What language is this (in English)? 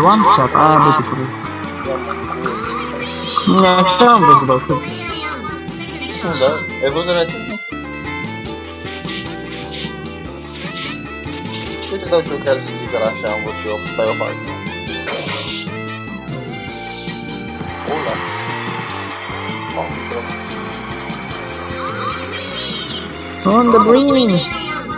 Romanian